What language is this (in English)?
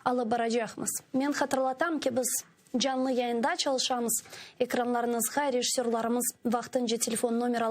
Crimean Tatar